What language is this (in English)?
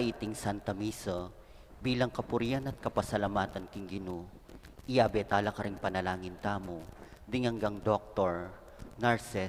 Pampanga